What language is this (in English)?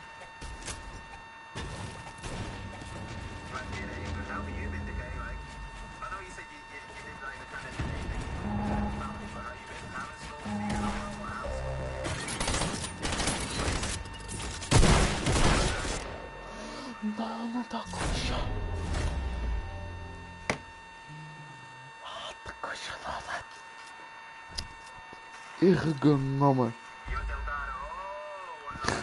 English